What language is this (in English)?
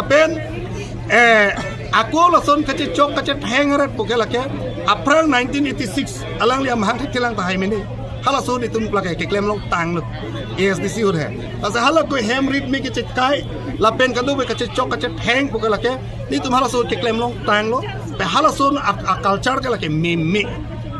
Karbi